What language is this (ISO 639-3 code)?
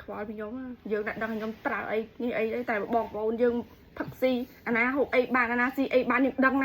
khm